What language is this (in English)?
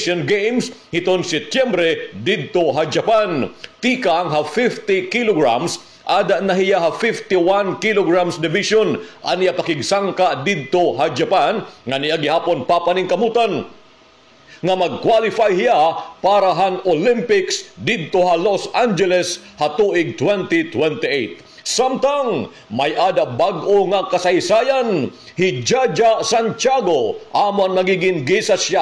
Waray